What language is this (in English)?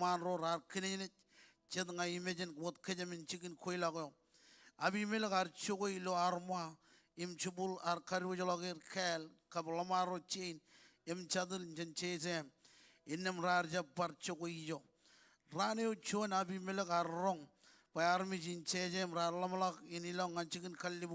Marshallese